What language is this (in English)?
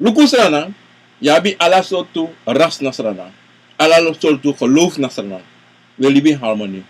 Sranan Tongo